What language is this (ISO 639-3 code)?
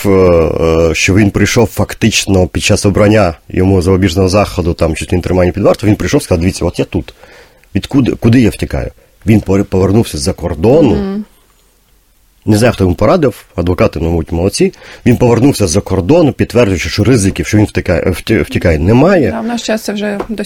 ukr